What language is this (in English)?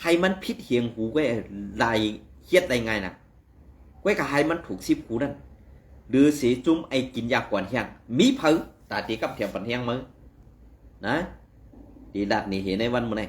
Shan